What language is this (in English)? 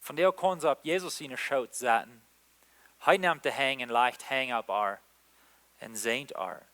Plautdietsch